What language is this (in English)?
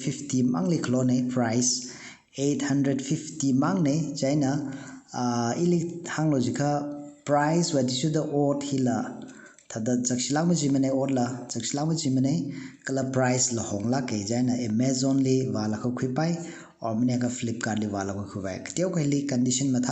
Tangkhul Naga (India)